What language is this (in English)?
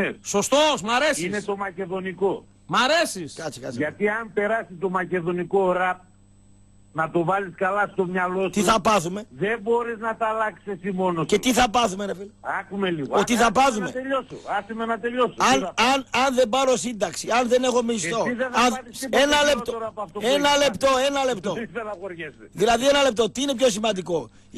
Greek